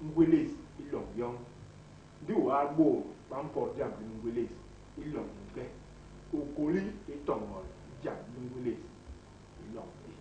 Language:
Basaa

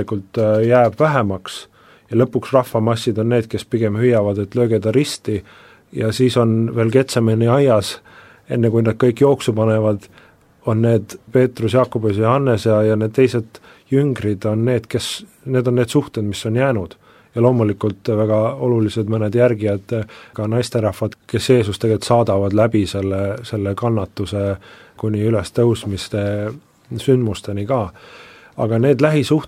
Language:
Estonian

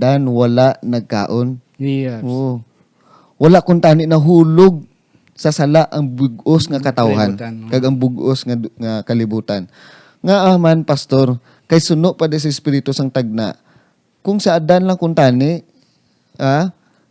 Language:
Hiligaynon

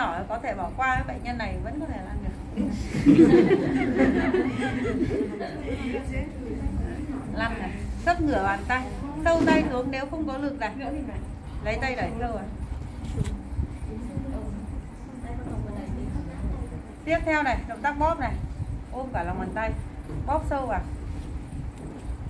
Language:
Vietnamese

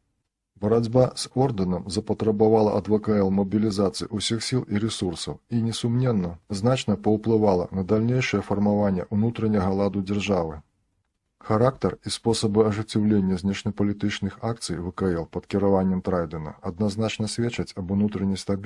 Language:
Belarusian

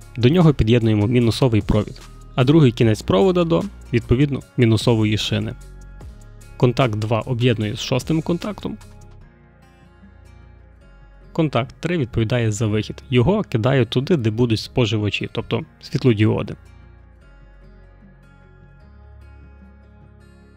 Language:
Ukrainian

